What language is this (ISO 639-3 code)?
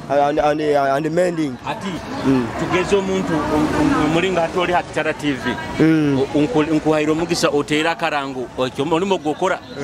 nyo